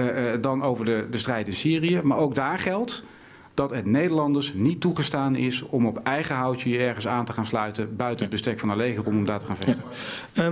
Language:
Dutch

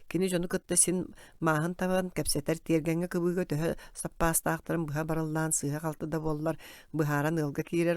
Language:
Yakut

